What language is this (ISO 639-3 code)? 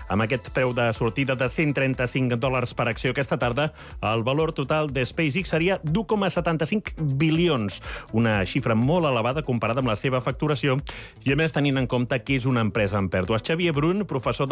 cat